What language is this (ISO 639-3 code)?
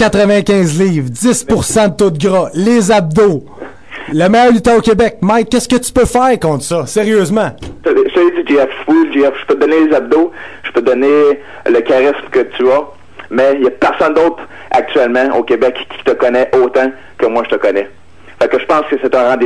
fra